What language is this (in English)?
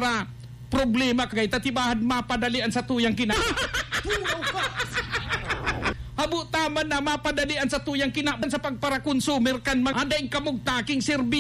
Bikol